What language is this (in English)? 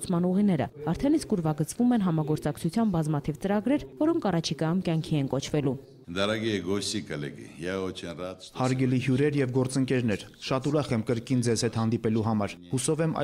Armenian